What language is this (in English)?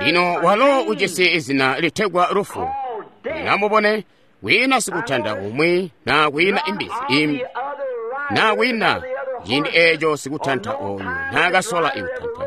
Tonga (Zambia)